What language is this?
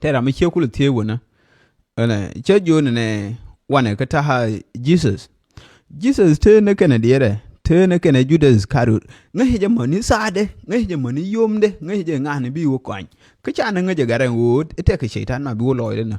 Nuer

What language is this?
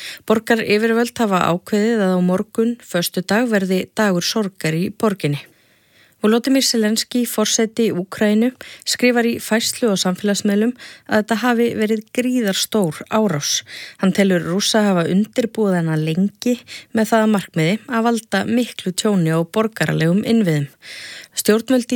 Icelandic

